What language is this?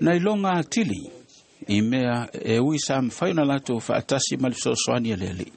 Samoan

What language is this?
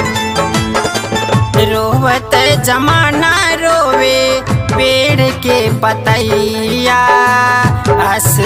Bhojpuri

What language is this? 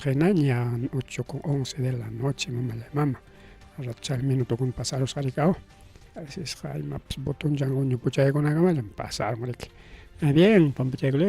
Ayacucho Quechua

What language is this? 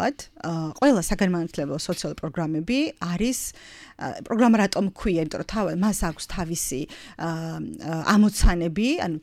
Georgian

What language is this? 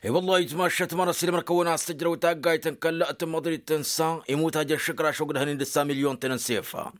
Tamasheq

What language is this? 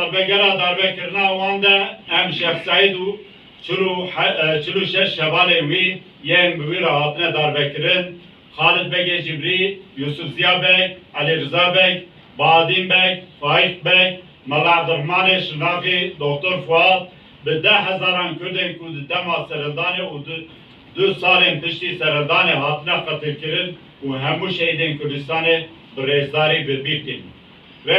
Kurdish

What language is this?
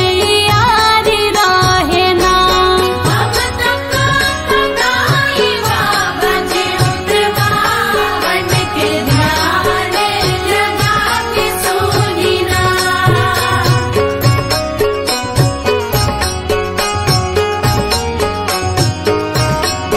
Bhojpuri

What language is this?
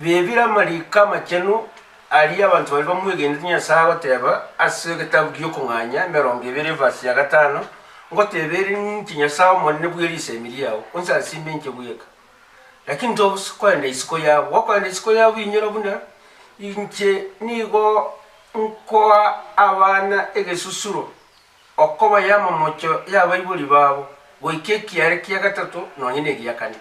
Gusii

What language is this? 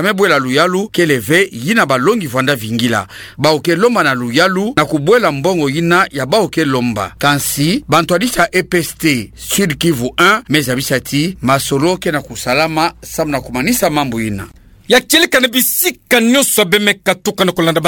Kituba (Democratic Republic of Congo)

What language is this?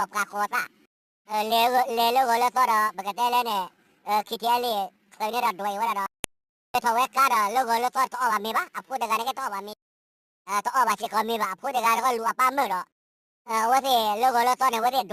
S'gaw Karen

